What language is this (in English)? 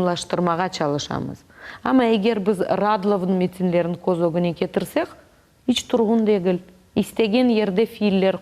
Crimean Tatar